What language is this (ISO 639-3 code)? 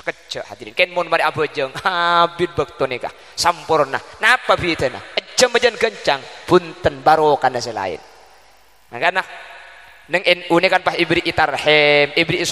mad